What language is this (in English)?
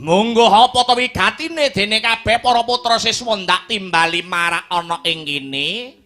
Javanese